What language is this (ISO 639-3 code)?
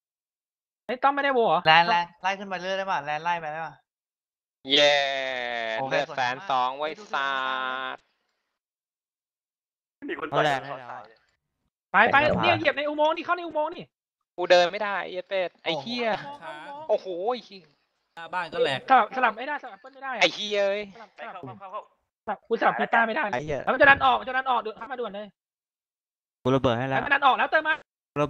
tha